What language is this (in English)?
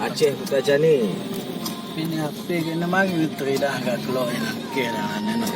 Achinese